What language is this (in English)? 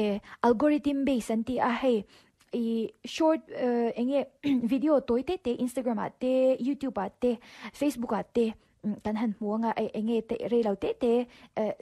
Mizo